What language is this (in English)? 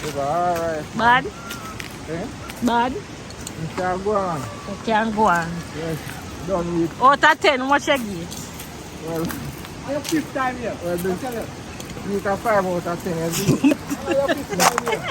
Jamaican Creole English